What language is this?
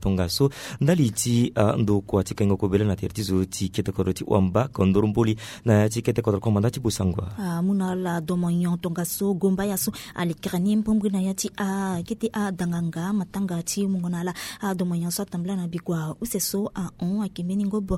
Sango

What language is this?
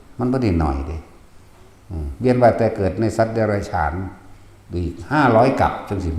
Northeastern Thai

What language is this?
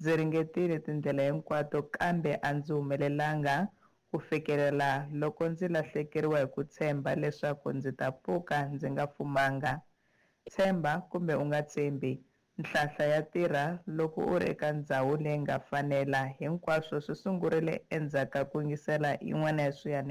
Tsonga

